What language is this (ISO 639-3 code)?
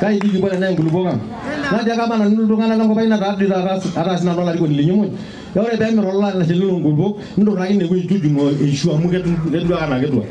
mas